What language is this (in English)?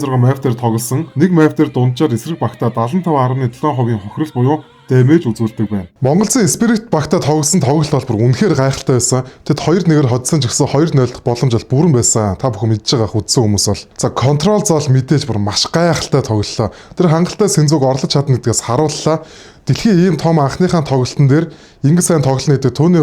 Mongolian